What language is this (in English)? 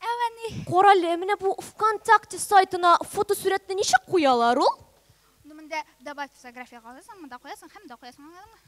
Tatar